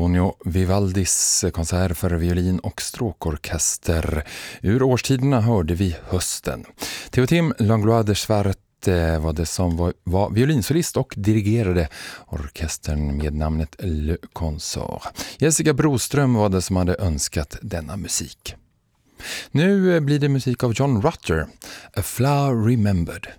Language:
Swedish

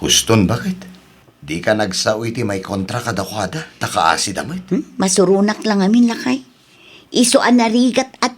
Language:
Iloko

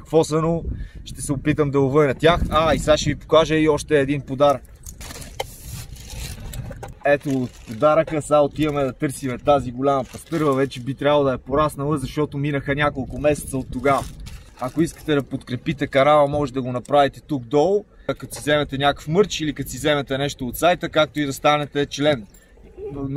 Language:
Bulgarian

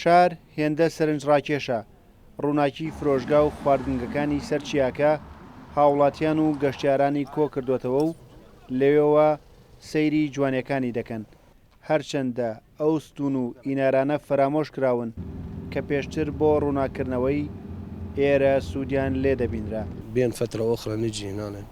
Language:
Central Kurdish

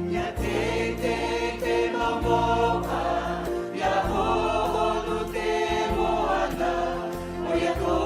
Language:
Tahitian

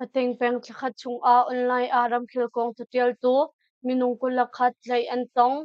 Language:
Hakha Chin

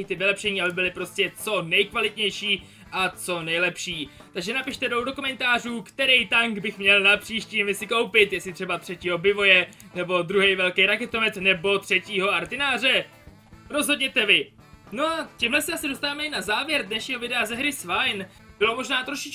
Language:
Czech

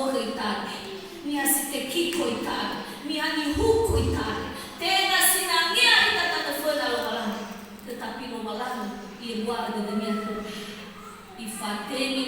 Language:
Nias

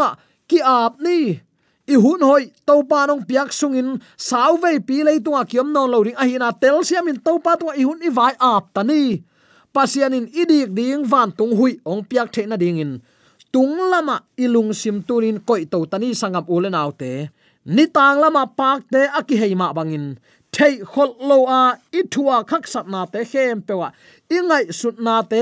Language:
Tedim Chin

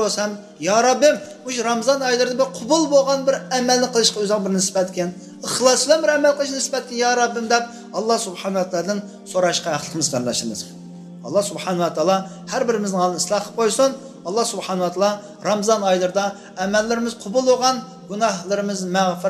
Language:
Uyghur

